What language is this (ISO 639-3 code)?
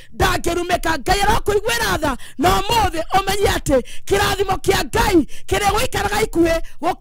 kik